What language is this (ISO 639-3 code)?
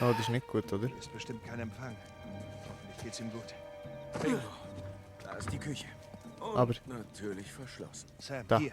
gsw